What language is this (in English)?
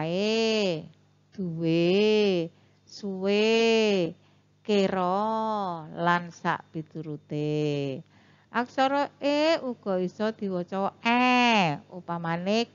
Javanese